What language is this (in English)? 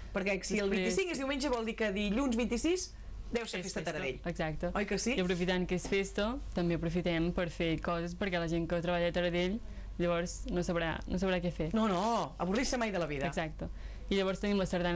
Catalan